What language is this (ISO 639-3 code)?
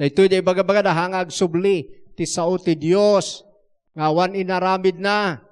ilo